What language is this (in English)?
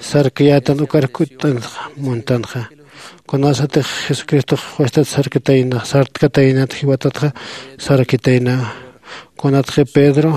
Aymara